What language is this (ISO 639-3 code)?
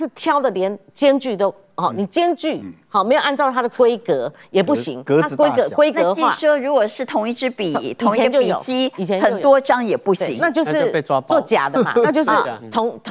zho